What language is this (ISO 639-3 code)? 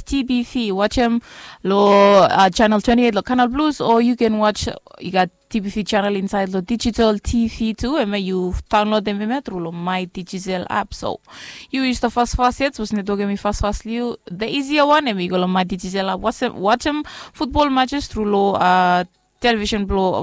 bis